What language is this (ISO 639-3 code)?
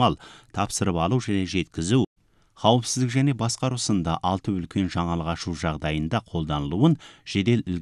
kaz